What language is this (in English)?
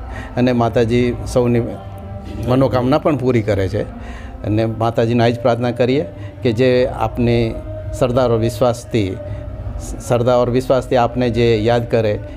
Gujarati